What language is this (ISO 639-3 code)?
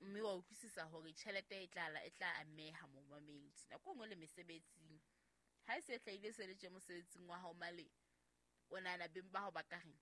sot